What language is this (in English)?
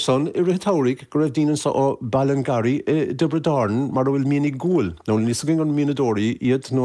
Irish